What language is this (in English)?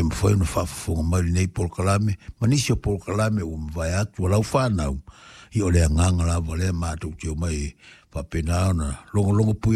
Samoan